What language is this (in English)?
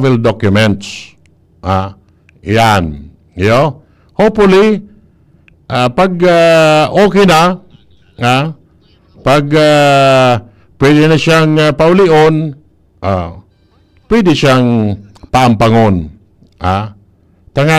Bikol